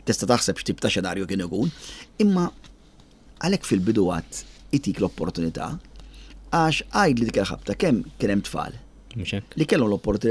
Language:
Maltese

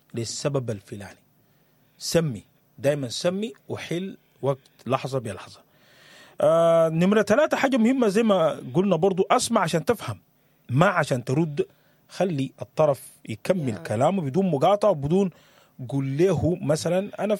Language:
Sudanese Arabic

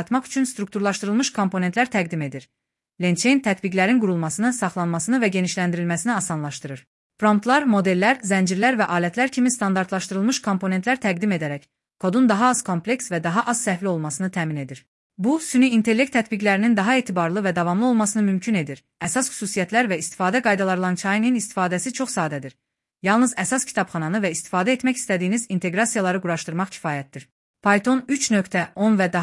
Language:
Azerbaijani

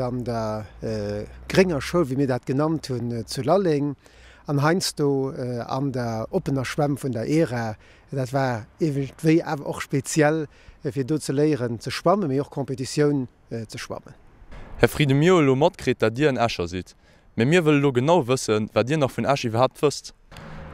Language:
Luxembourgish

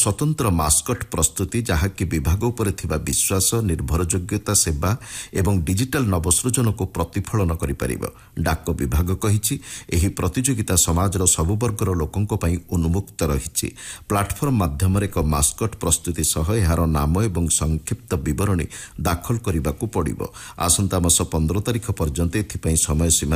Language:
Odia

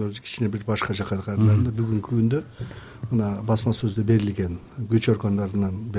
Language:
Kyrgyz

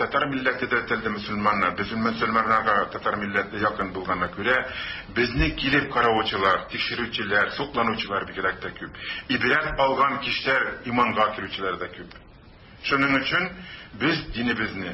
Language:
Tatar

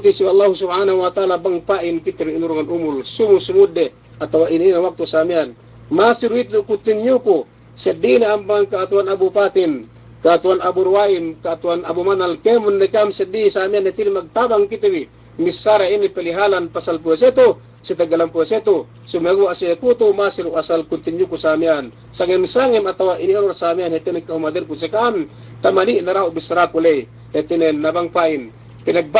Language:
Yakan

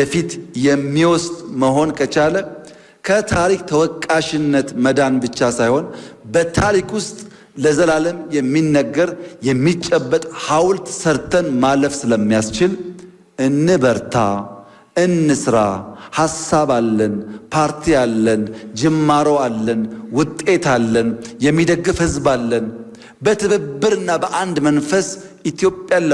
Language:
Amharic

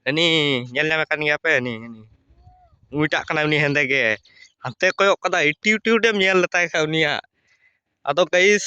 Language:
Santali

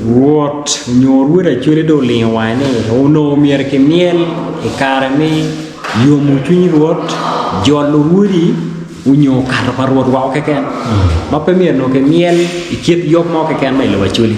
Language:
Acoli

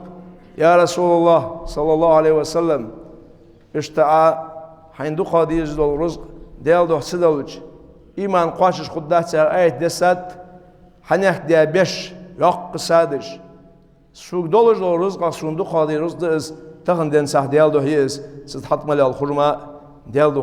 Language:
Ingush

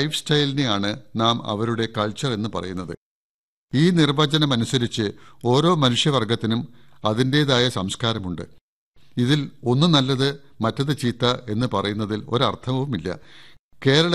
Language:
Malayalam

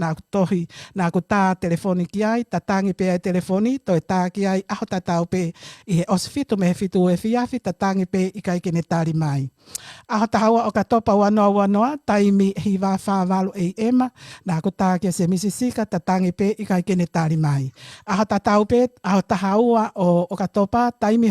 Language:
Tongan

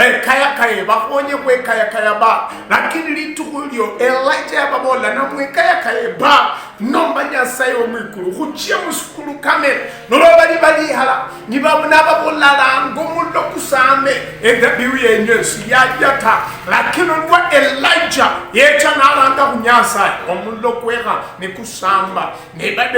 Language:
Luyia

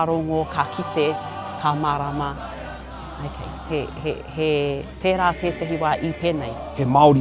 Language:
Māori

